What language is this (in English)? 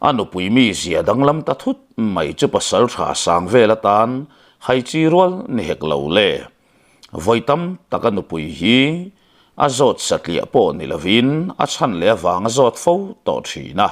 Mizo